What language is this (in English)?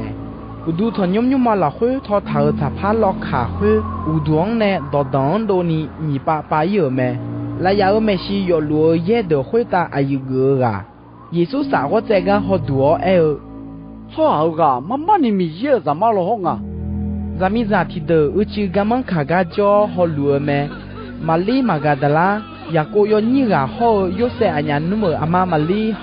Akha